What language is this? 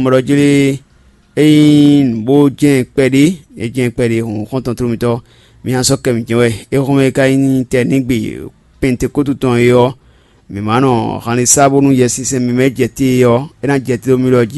Fon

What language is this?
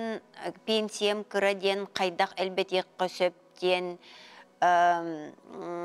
Yakut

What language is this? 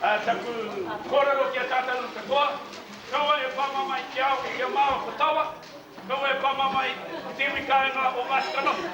Māori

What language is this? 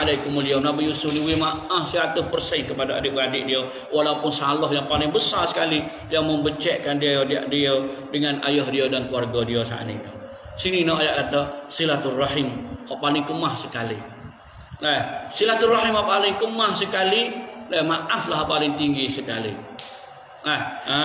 Malay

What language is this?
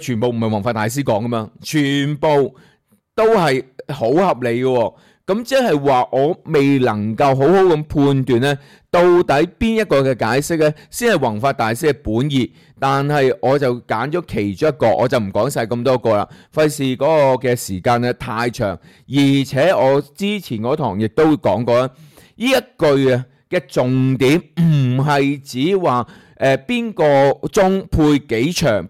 Cantonese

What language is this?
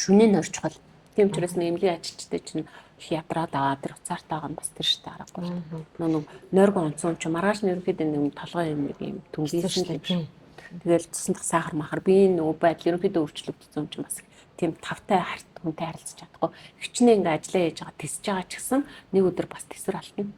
Mongolian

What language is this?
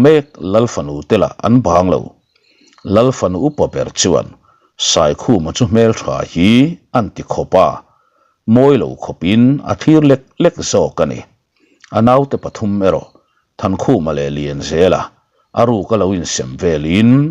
Mizo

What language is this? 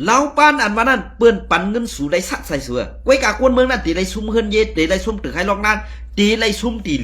Shan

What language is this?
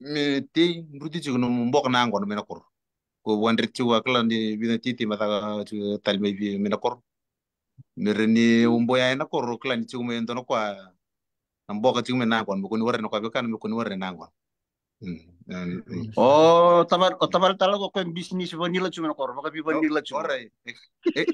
Fijian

